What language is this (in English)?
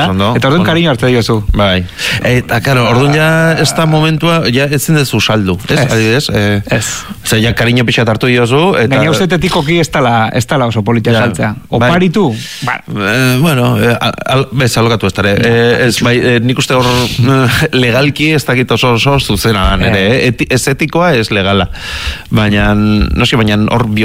Basque